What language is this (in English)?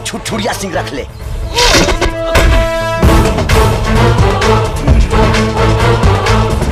Bhojpuri